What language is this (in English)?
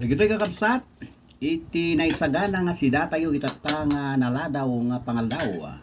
Iloko